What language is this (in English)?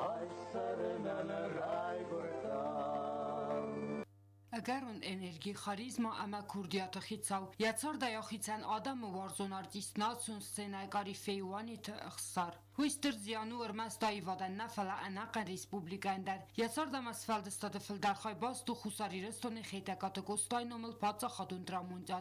Ossetic